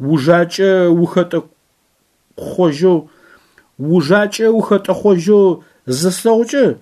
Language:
Adyghe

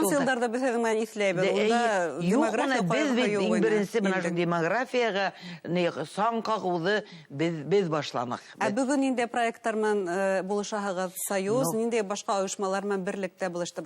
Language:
Bashkir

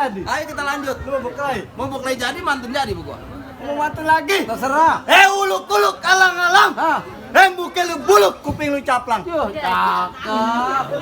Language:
Betawi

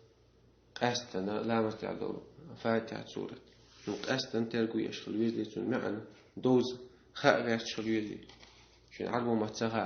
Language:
Chechen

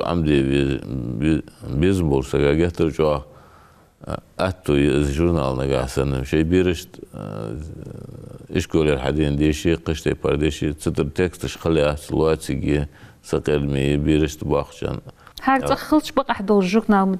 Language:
Ingush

